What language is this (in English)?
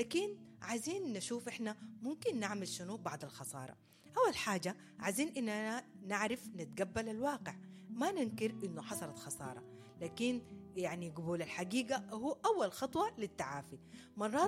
Sudanese Arabic